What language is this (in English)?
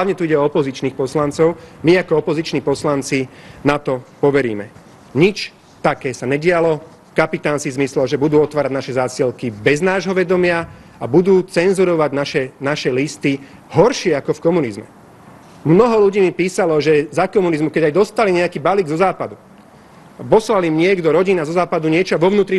Slovak